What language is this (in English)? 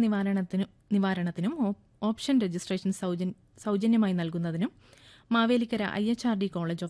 Malayalam